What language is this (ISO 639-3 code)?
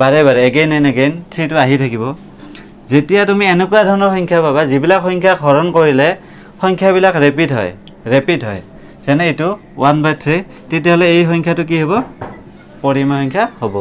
asm